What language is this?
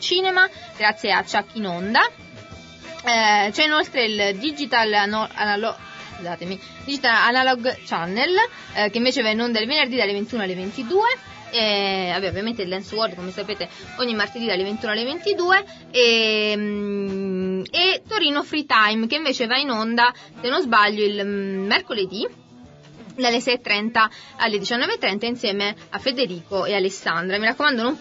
Italian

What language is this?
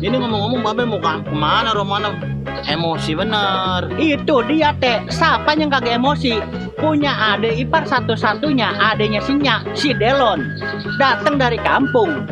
Betawi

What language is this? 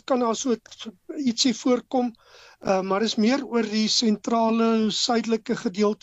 Afrikaans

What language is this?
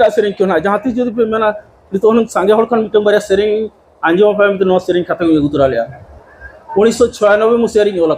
Santali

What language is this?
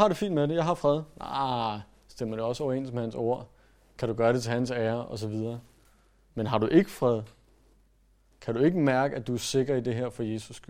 Danish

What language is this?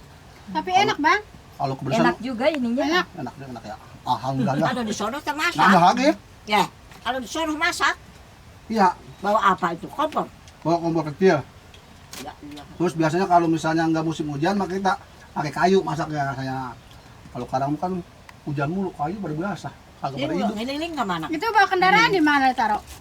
Betawi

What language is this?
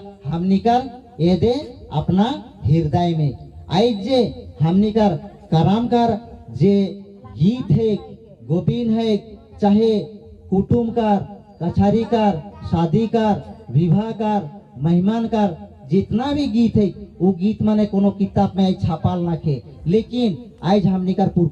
Sadri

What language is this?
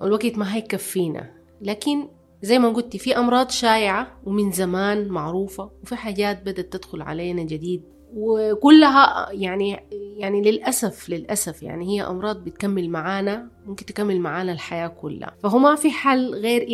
Sudanese Arabic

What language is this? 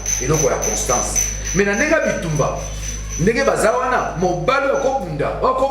Lingala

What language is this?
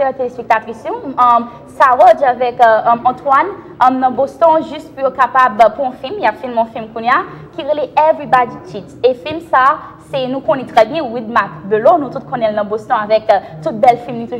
French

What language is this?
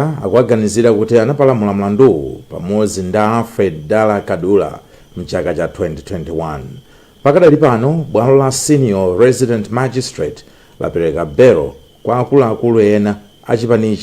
Nyanja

